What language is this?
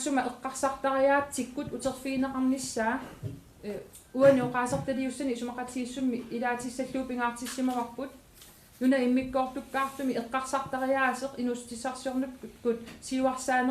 Kalaallisut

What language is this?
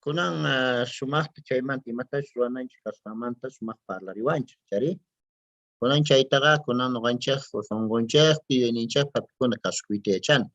Quechua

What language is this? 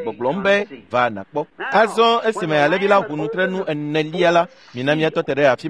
Ewe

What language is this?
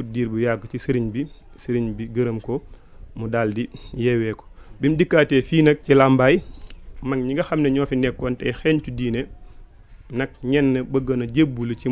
Wolof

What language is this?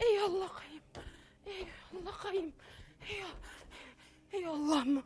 Bashkir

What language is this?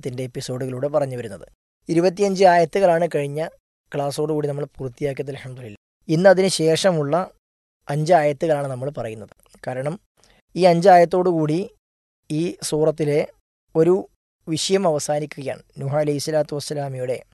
Malayalam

